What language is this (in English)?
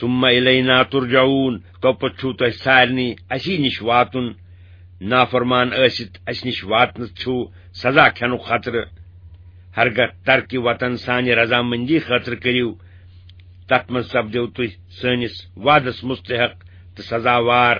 Kashmiri